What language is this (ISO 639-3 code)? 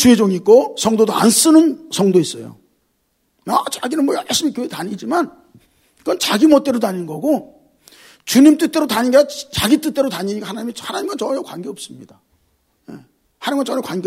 kor